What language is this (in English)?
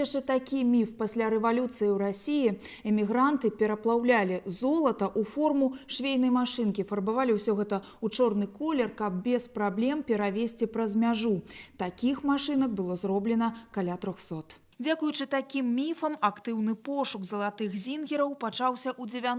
Belarusian